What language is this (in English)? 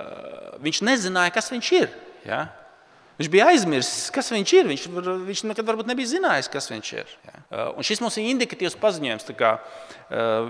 Latvian